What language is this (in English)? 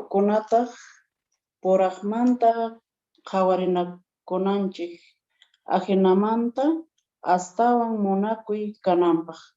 Quechua